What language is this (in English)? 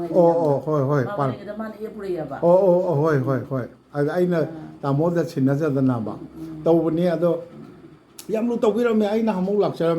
Manipuri